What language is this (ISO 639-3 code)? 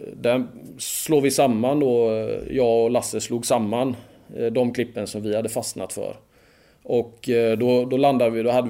swe